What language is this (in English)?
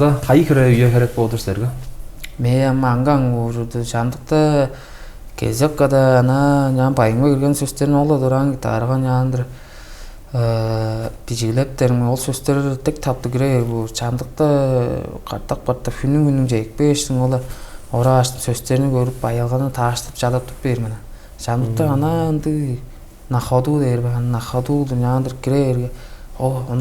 Tuvinian